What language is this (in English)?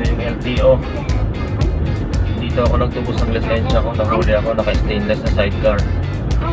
Filipino